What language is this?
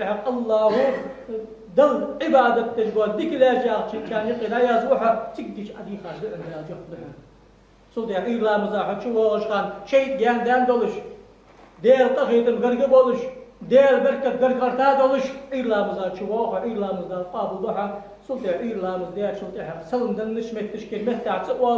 Ingush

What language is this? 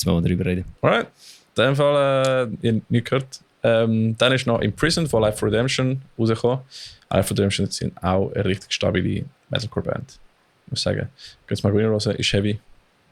Swiss German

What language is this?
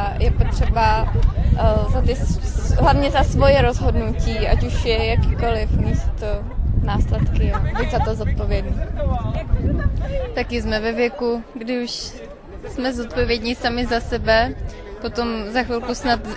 Czech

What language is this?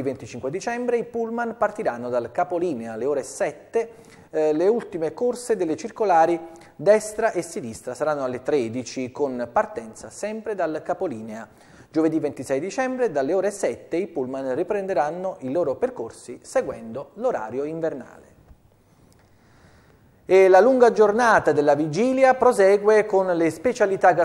Italian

